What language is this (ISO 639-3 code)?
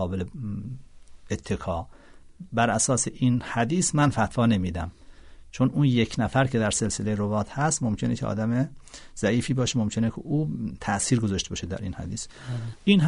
fas